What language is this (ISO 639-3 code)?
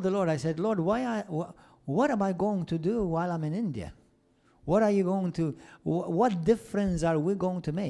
eng